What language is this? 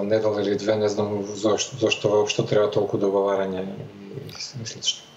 Macedonian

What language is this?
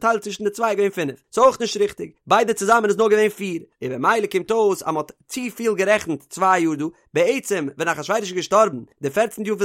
Yiddish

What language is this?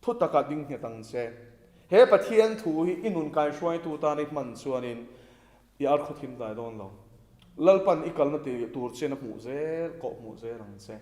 Mizo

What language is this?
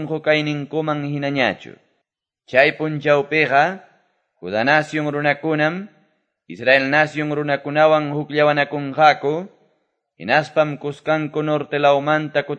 Quechua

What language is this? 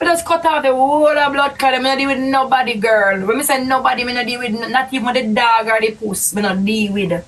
Jamaican Creole English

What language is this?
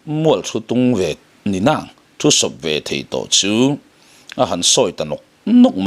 Mizo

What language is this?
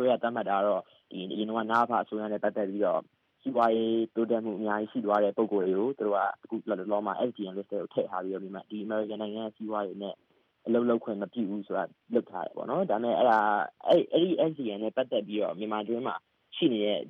Burmese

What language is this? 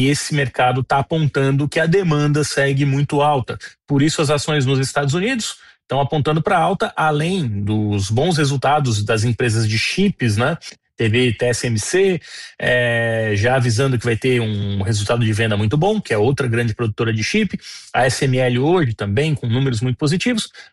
Portuguese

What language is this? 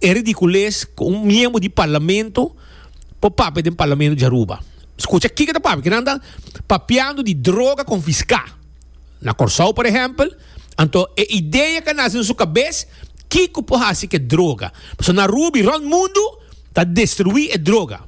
Papiamento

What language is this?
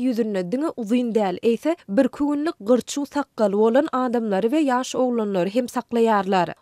Turkmen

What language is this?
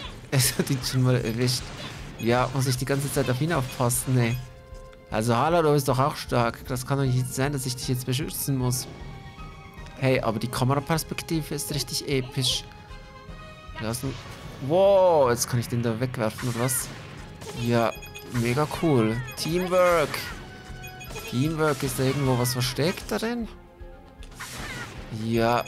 German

